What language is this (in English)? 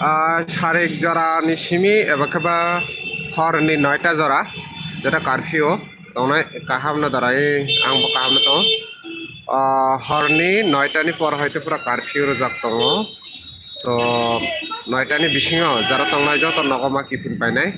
Kok Borok